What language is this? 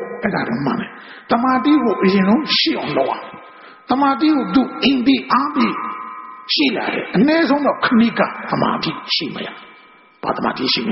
Burmese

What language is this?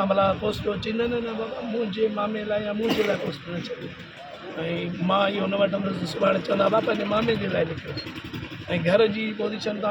Sindhi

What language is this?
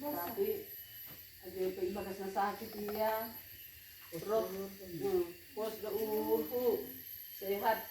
Batak Simalungun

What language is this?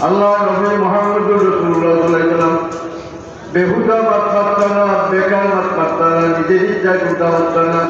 Sylheti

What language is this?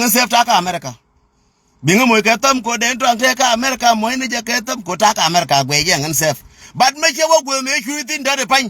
Nuer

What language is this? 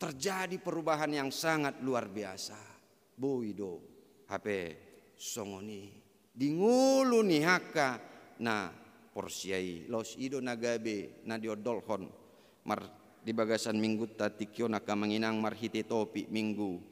Batak Toba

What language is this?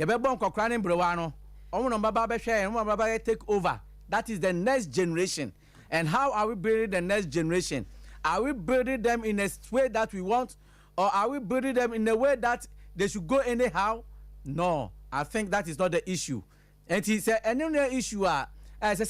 Akan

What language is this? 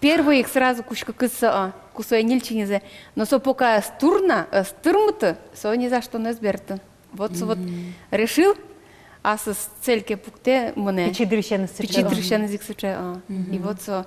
Udmurt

